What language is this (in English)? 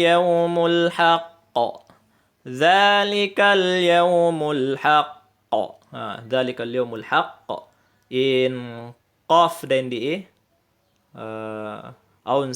Tausug